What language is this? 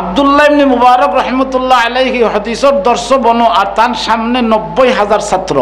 Sylheti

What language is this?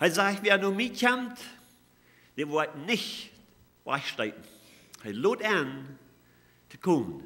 Plautdietsch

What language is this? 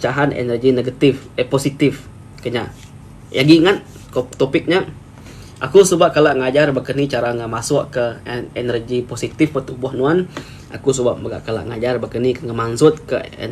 Iban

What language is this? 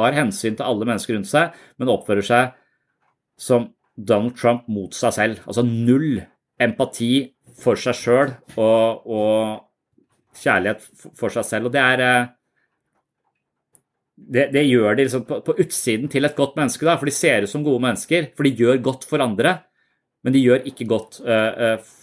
Norwegian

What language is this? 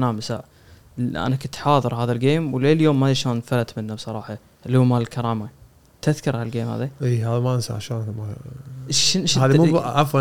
Gulf Arabic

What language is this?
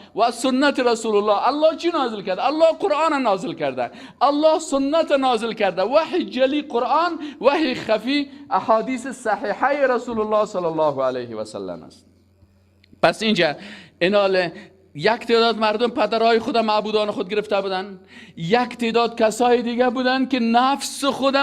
Persian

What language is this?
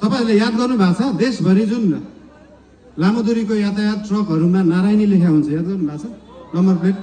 Nepali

